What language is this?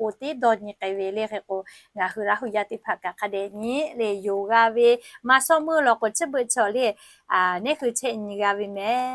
Lahu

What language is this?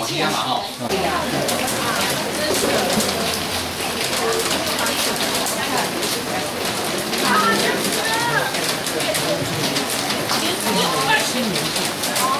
Chinese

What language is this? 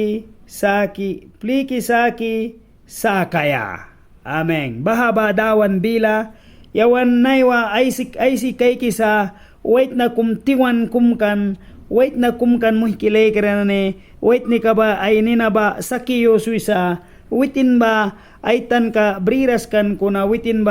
Mískito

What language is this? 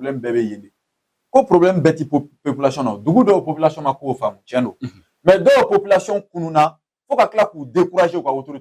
Bambara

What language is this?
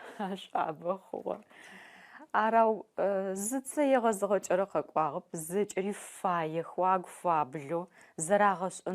Adyghe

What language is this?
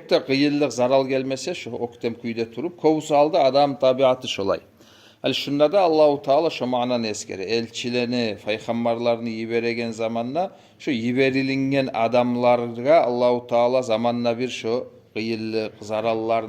Kumyk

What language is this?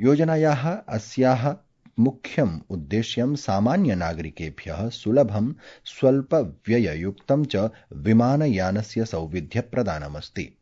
Sanskrit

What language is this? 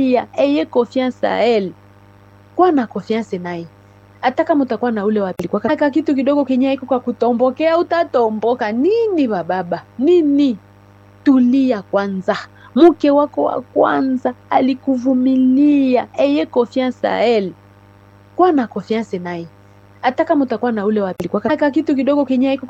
Swahili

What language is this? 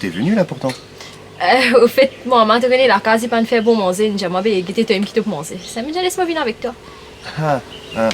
Morisyen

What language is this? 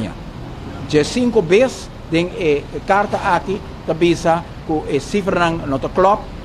Papiamento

